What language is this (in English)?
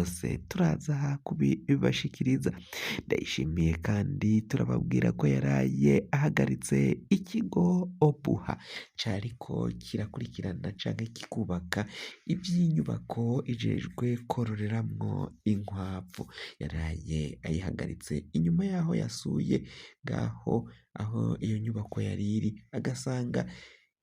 Rundi